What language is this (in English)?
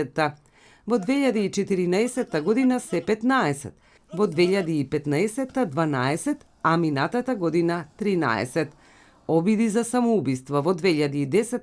Macedonian